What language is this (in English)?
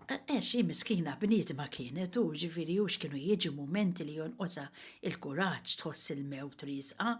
Maltese